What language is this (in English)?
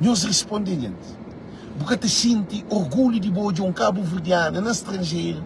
Kabuverdianu